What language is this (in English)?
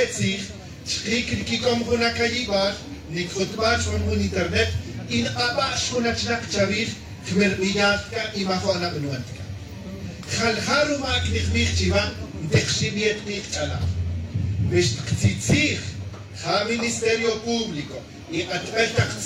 Tz'utujil